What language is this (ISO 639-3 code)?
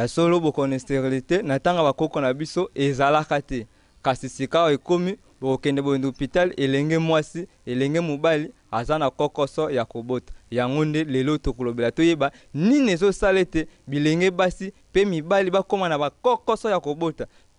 lin